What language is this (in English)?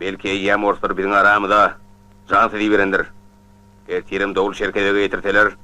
Turkmen